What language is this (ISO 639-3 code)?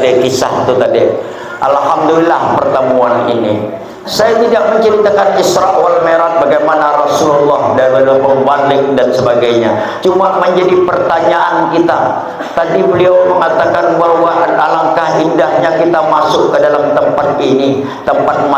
bjn